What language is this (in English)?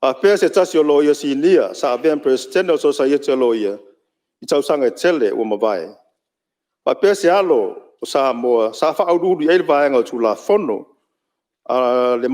Samoan